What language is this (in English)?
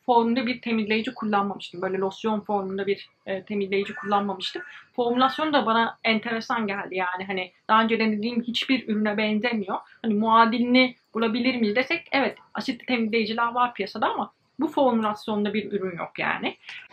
Turkish